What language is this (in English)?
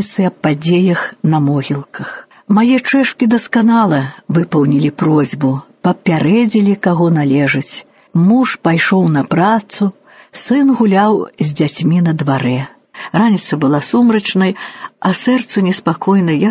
Belarusian